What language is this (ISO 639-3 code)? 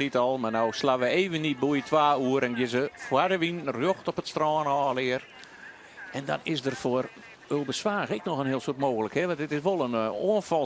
fry